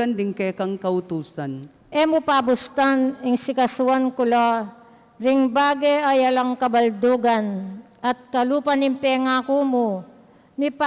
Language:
Pampanga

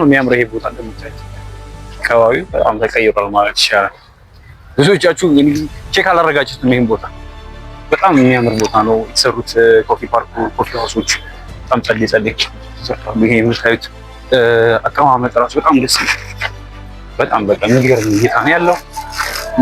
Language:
Amharic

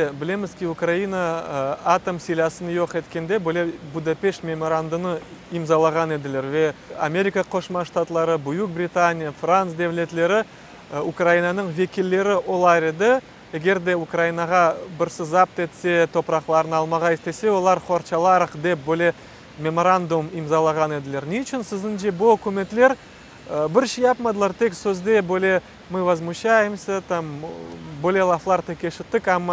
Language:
Crimean Tatar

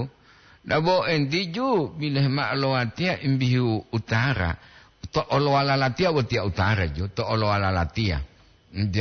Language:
Gorontalo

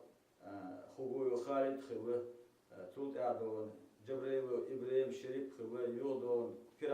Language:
Chechen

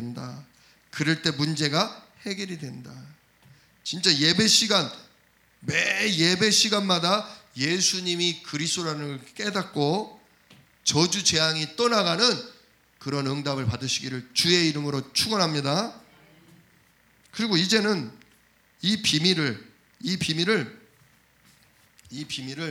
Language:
Korean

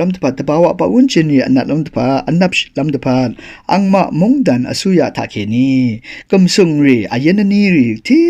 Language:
Rawang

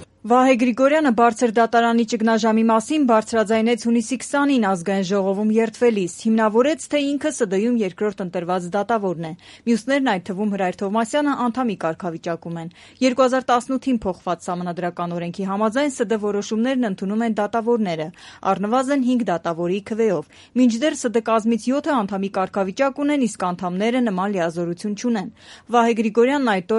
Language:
Armenian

